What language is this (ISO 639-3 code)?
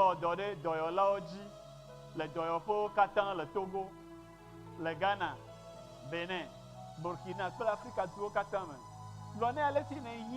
ewe